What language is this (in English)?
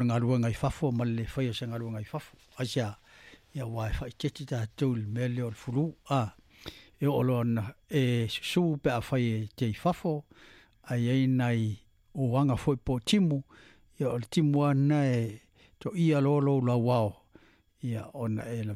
Samoan